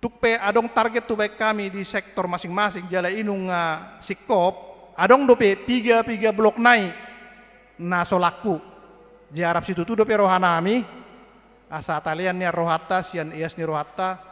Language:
Batak Toba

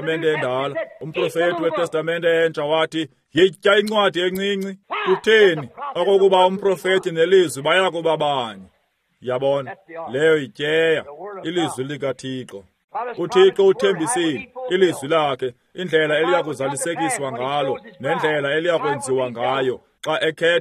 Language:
Xhosa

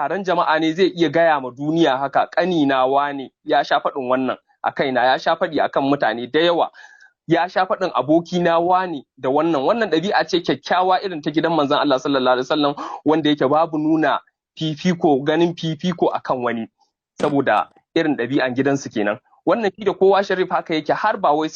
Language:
Hausa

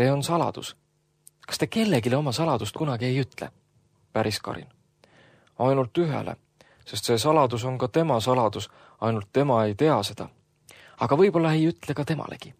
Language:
Estonian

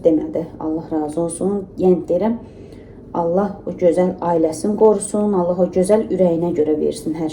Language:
Azerbaijani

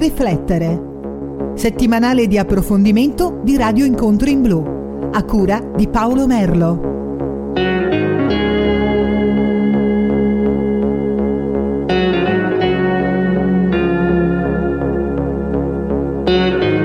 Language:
Italian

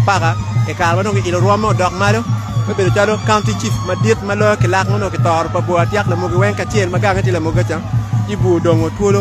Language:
Acoli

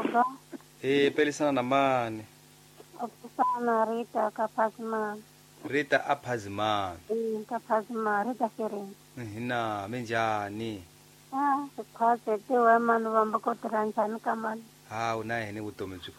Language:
Tsonga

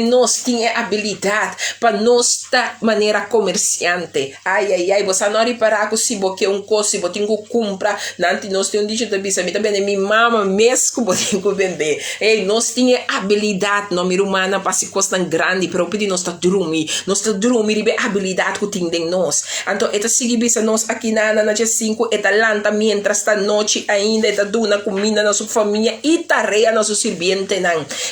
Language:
Papiamento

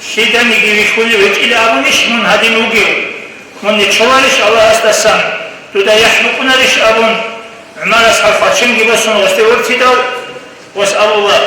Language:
Avaric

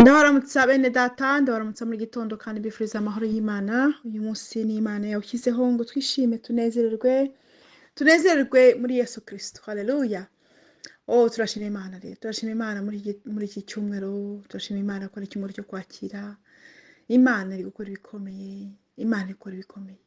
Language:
Kinyarwanda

